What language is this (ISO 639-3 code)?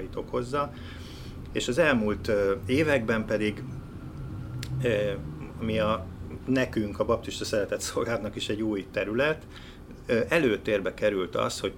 hun